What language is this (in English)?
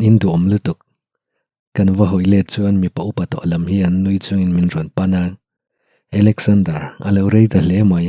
Mizo